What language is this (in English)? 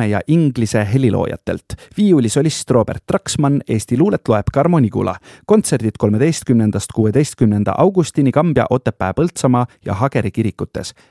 Estonian